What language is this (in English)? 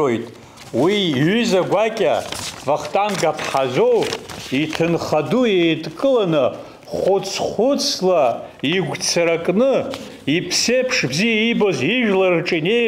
Abkhazian